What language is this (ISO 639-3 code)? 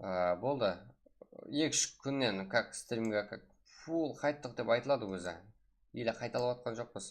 kaa